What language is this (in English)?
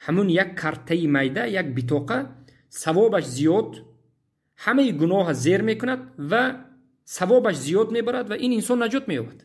Tajik